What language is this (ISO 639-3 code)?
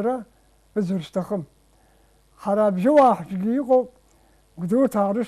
abk